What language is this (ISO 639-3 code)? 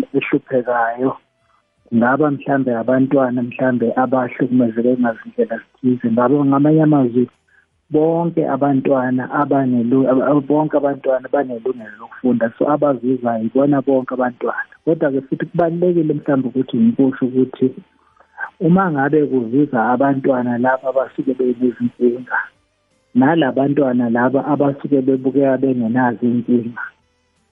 nbl